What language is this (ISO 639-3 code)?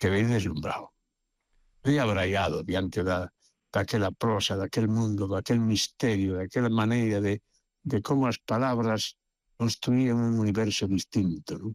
glg